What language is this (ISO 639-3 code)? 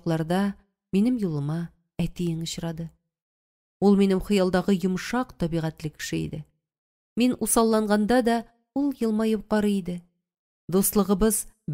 tat